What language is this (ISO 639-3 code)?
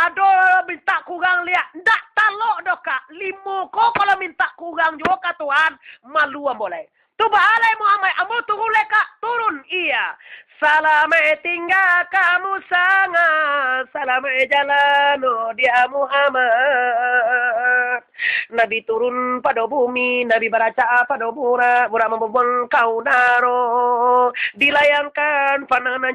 min